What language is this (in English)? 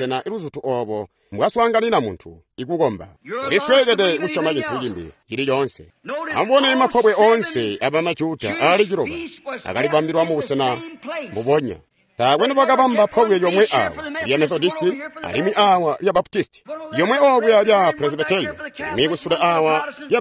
Tonga (Zambia)